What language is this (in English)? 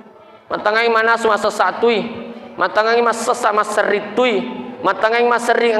Buginese